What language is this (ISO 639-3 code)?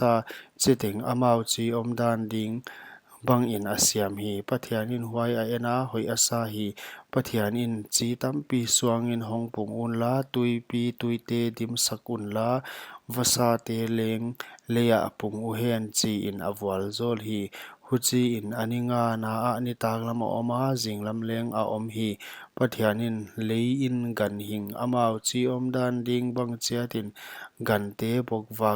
pck